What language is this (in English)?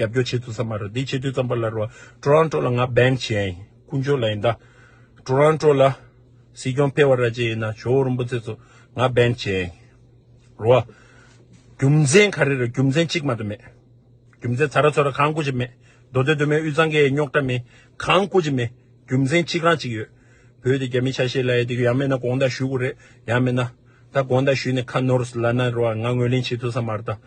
Tibetan